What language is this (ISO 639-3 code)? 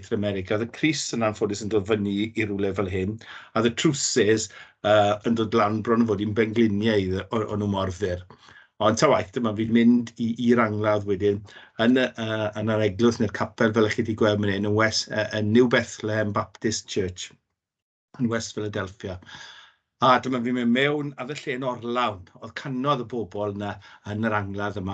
cym